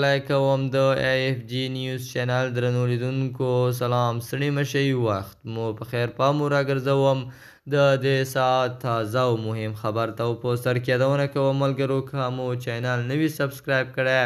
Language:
Pashto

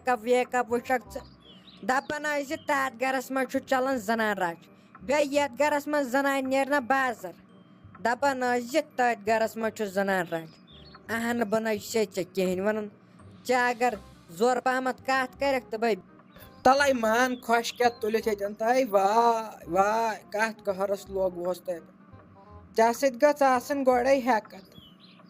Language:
Kashmiri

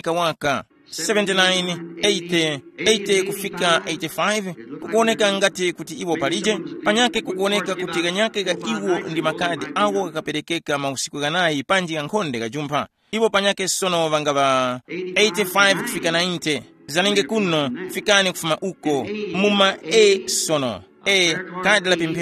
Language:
Tumbuka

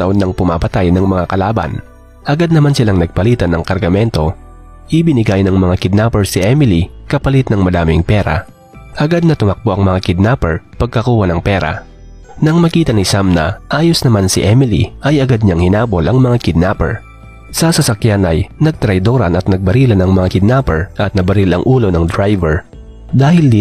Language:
Filipino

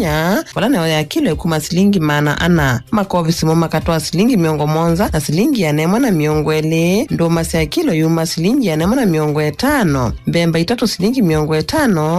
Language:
Kamba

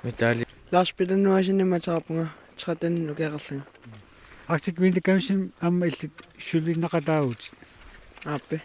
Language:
Kalaallisut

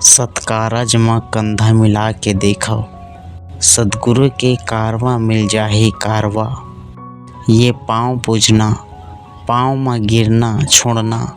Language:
Chhattisgarhi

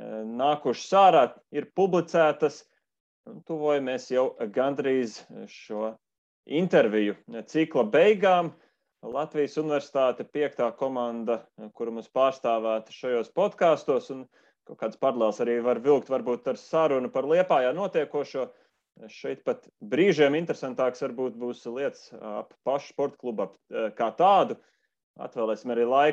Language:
Latvian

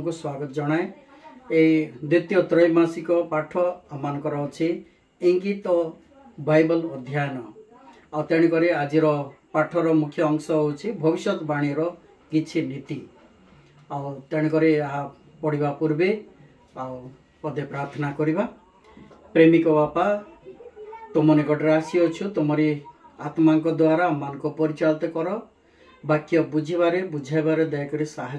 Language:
Odia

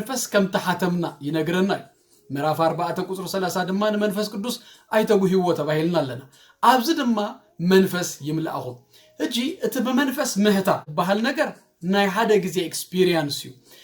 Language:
Tigrinya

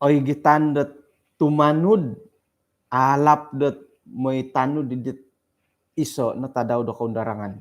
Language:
Central Dusun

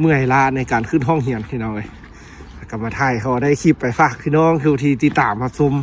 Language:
Lao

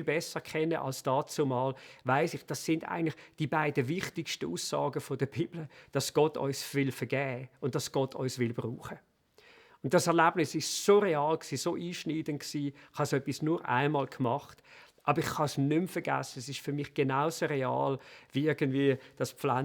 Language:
Swiss German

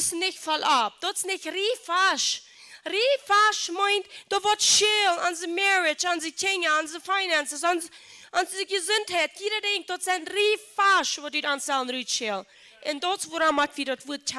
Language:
Plautdietsch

